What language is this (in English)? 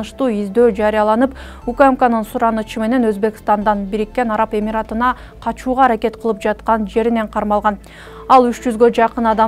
Kyrgyz